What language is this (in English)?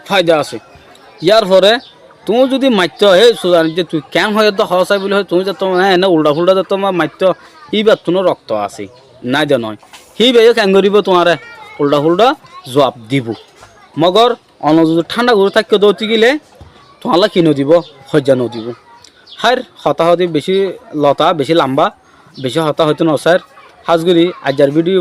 Rohingya